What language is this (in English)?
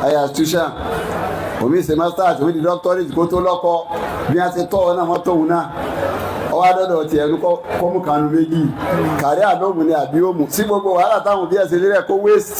Yoruba